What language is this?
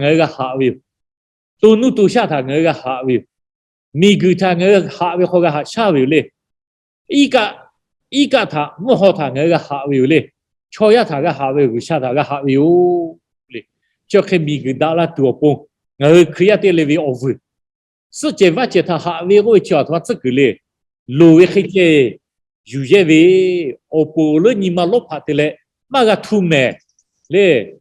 Lahu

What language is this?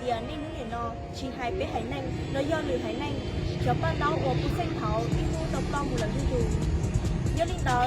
Hmong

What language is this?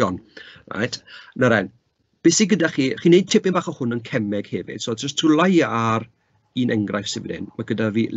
Welsh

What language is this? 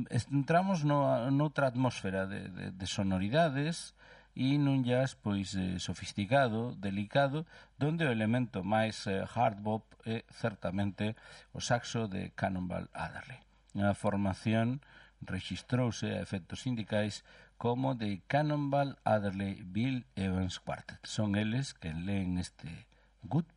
Galician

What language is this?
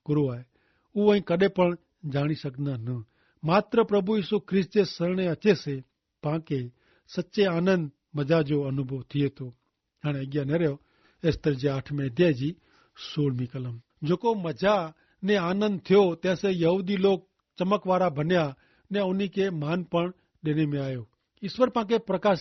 Kachhi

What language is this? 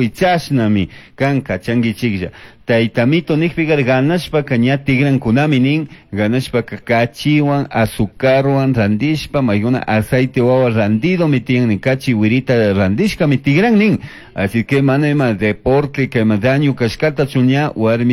Chimborazo Highland Quichua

